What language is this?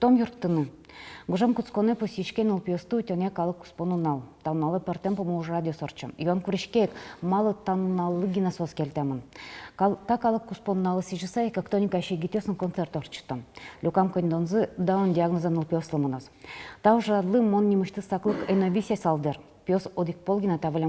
Udmurt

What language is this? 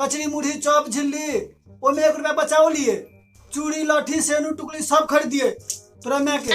Maithili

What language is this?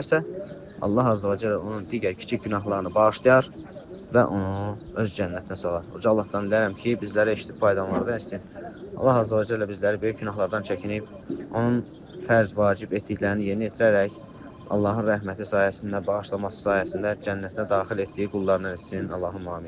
Azerbaijani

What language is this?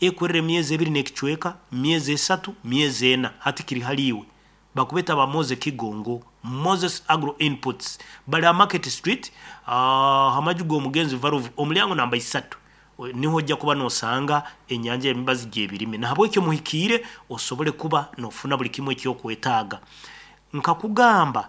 Nyankole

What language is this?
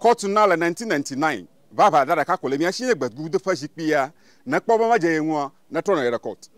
Ewe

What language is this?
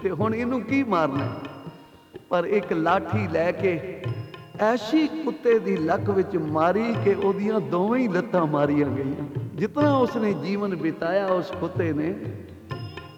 Punjabi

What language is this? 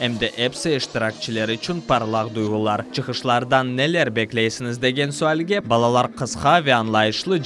Crimean Tatar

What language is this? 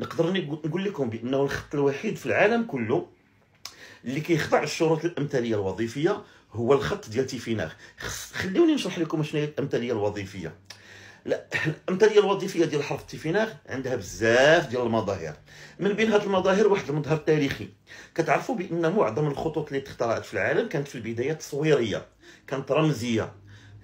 Moroccan Arabic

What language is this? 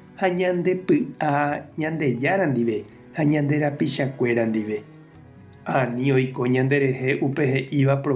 Guarani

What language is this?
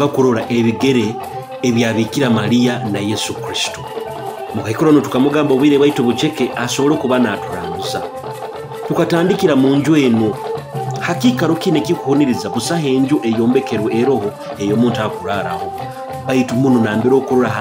Nyoro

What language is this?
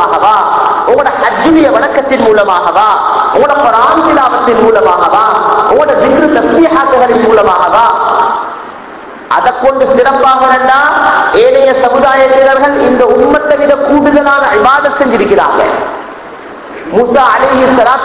Tamil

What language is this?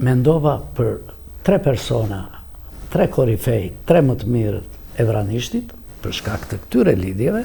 Albanian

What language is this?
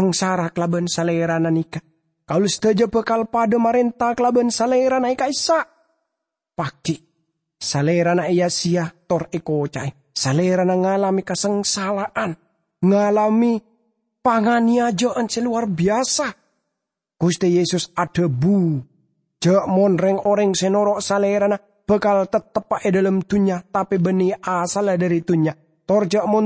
Madurese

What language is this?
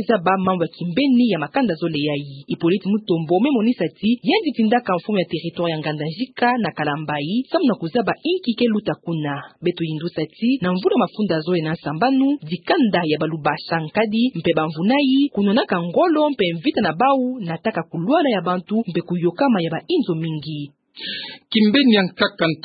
Kituba (Democratic Republic of Congo)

